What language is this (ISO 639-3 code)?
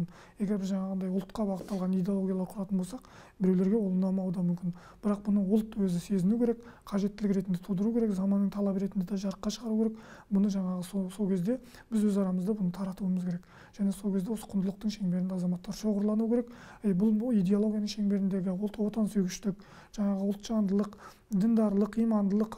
kaz